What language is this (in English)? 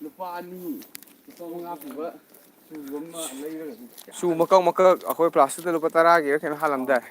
Manipuri